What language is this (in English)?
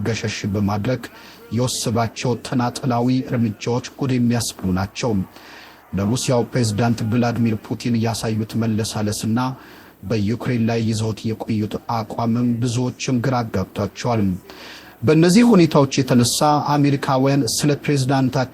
Amharic